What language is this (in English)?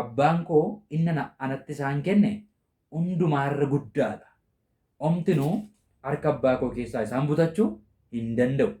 Oromo